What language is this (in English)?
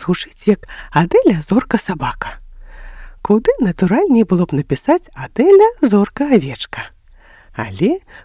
Belarusian